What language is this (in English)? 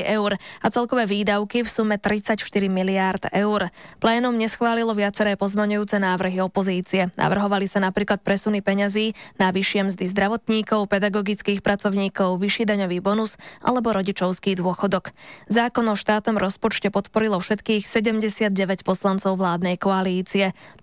Slovak